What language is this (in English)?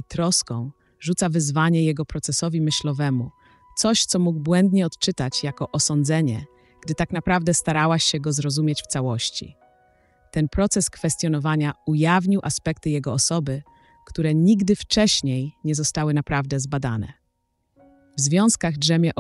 Polish